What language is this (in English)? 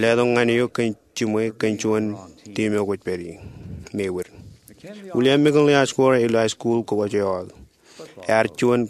Marshallese